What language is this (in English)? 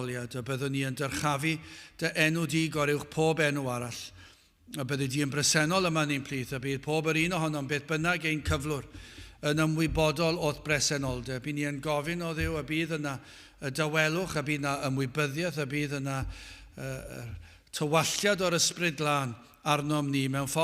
Welsh